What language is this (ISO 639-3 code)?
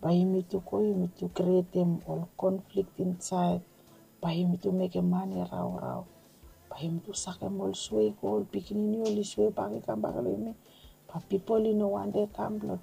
bis